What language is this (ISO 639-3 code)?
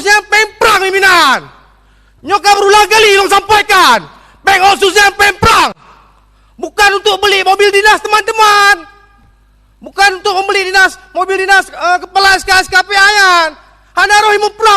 ace